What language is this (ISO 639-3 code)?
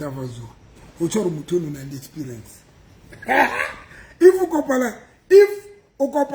sot